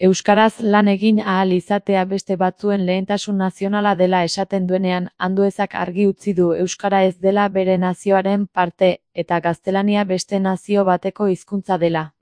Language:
Basque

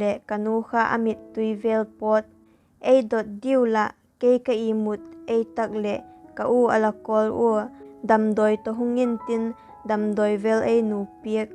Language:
Vaiphei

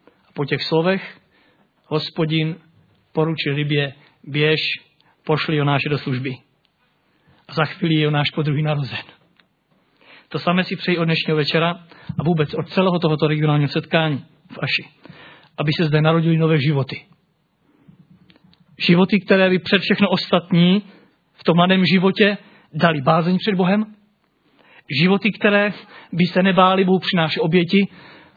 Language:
Czech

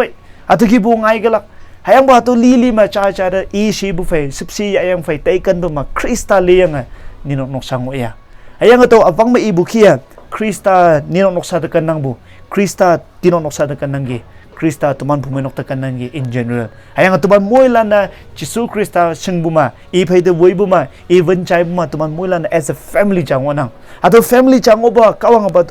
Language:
Konyak Naga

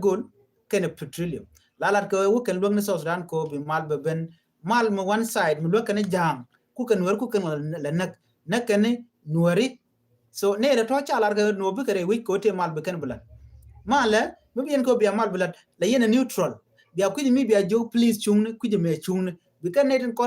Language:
Nuer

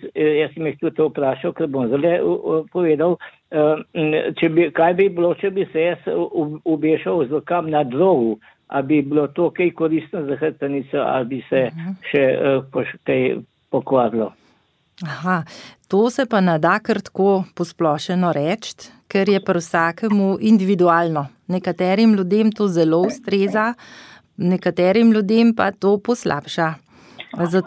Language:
Slovenian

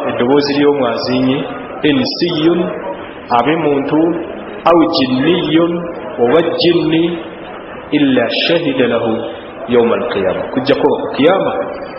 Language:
Ganda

